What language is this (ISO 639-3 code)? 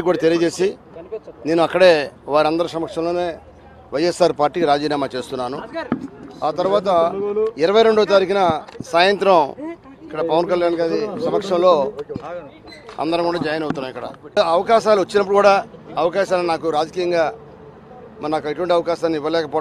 tel